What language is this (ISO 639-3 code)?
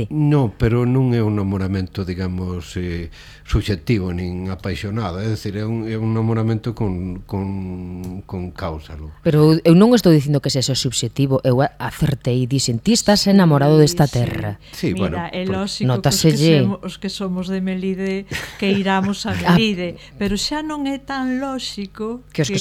glg